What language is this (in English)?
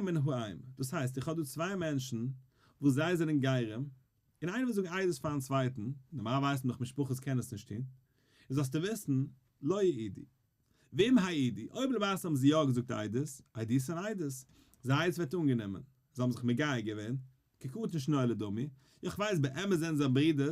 Yiddish